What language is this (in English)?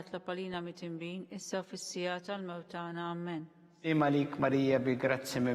Maltese